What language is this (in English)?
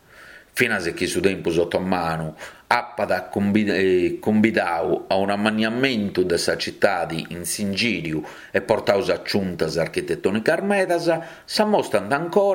Sardinian